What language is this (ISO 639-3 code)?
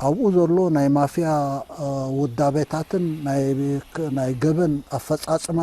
tir